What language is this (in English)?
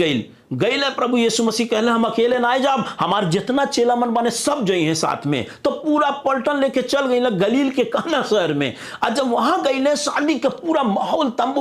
Bhojpuri